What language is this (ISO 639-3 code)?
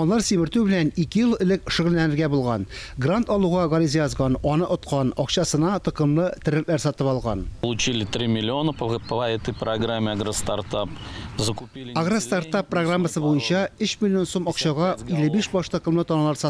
tat